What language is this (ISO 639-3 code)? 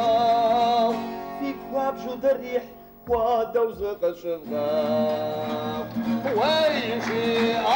kbd